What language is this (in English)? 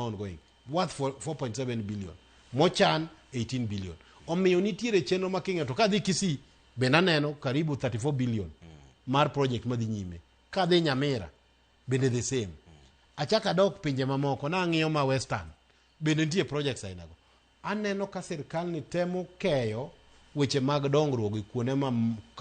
Luo (Kenya and Tanzania)